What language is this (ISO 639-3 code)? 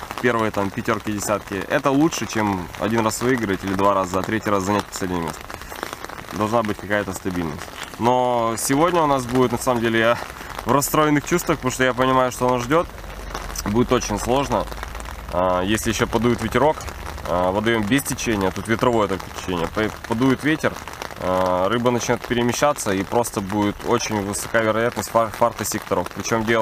rus